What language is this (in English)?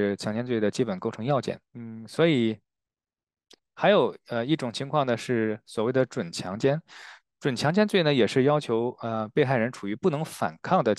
Chinese